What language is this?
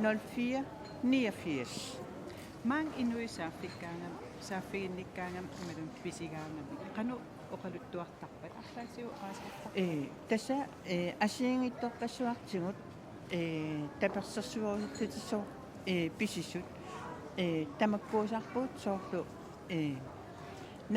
Kalaallisut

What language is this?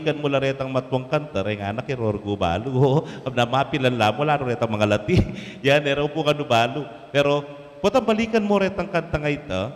Pampanga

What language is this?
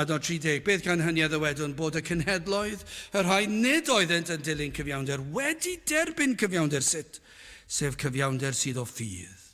Welsh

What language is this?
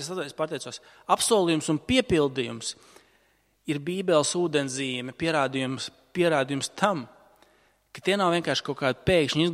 Latvian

